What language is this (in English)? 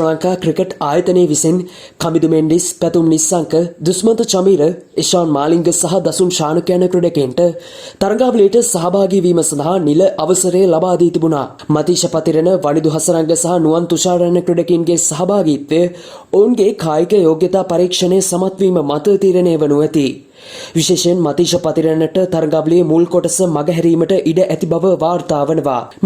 Sinhala